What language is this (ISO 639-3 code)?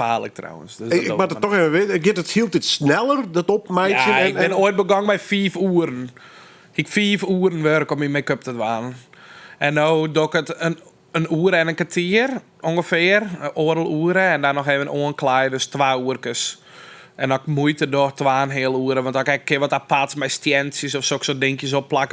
fry